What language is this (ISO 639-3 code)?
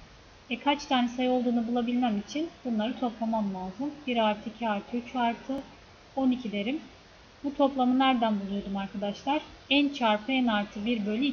tur